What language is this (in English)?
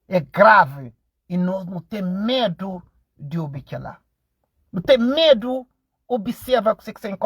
Kabuverdianu